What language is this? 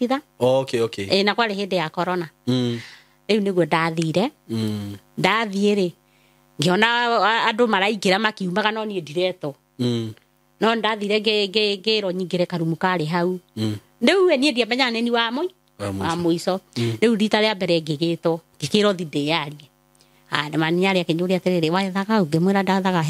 Kikuyu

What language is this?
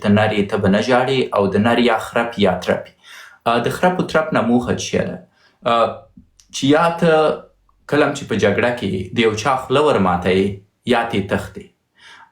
Pashto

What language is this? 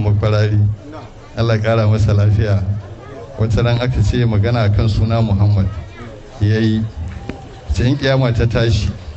Hausa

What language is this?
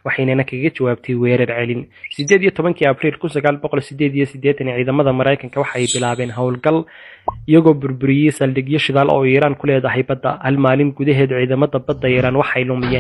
Somali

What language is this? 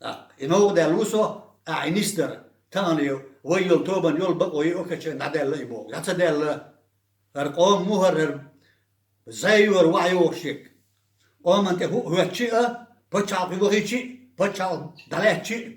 Chechen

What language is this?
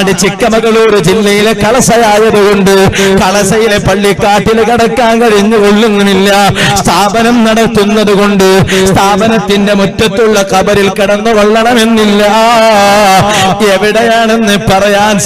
Malayalam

